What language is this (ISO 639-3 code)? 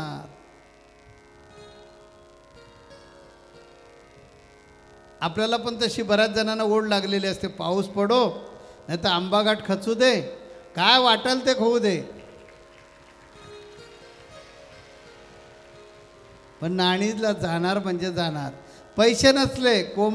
mar